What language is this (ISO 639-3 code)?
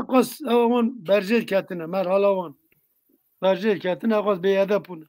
kur